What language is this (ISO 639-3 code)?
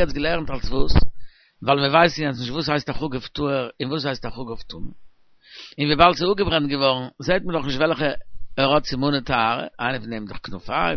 yid